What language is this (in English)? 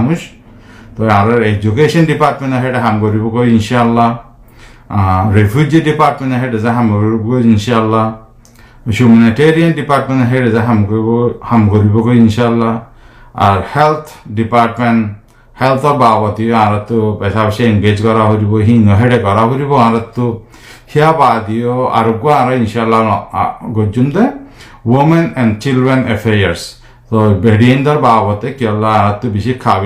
Rohingya